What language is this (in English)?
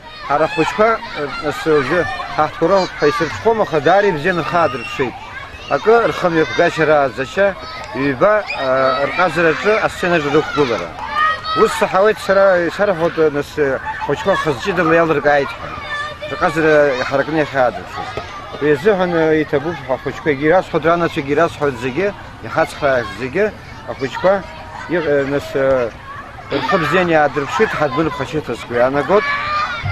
Abkhazian